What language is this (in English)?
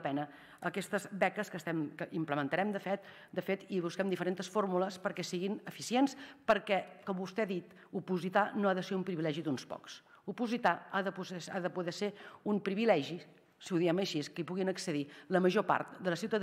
Catalan